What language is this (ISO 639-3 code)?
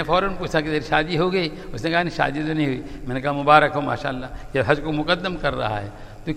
urd